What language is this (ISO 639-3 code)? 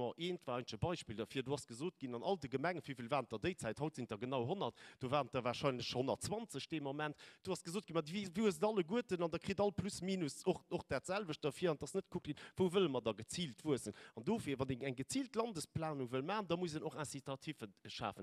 ltz